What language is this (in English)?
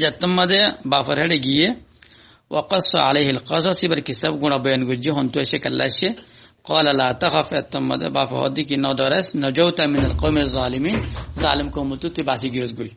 Rohingya